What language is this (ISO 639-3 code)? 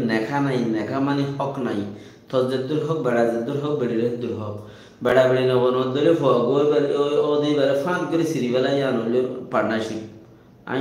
rhg